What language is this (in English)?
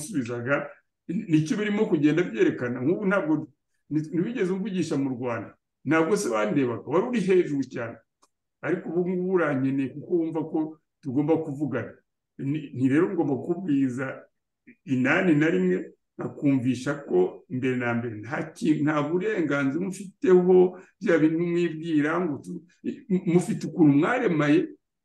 Kinyarwanda